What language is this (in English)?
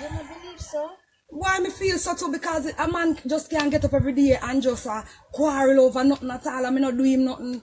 Jamaican Creole English